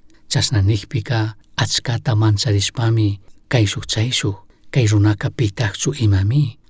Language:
Chimborazo Highland Quichua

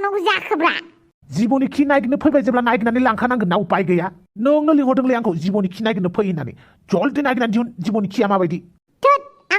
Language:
Bodo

